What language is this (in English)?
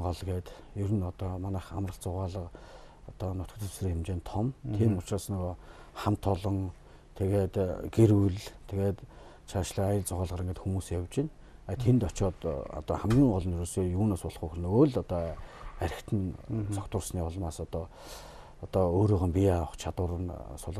Mongolian